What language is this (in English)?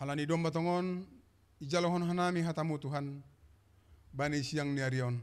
Batak Simalungun